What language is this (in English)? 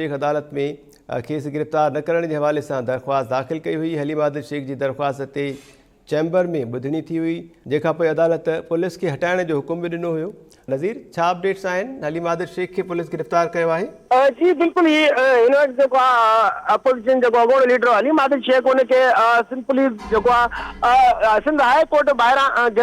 Sindhi